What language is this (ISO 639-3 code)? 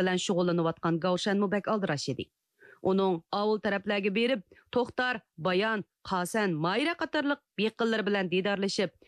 uig